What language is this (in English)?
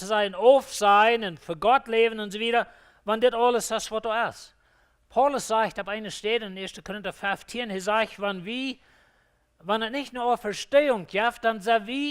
Plautdietsch